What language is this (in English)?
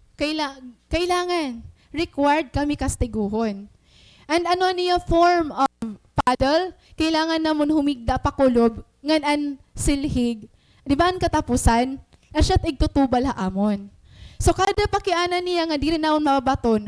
Waray